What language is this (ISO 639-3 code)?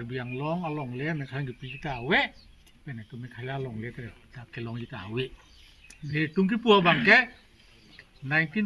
mjw